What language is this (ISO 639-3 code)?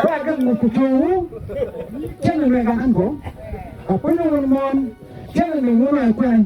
ach